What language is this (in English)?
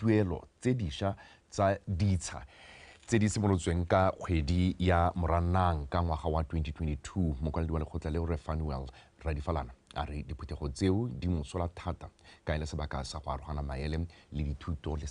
Tswana